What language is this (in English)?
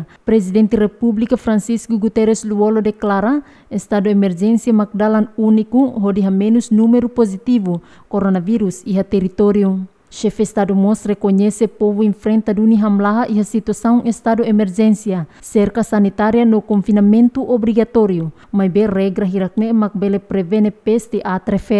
Tetum